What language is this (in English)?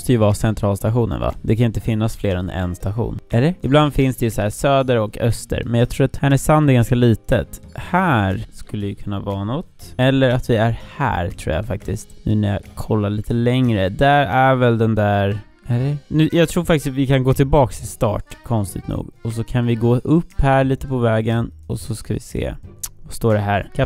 Swedish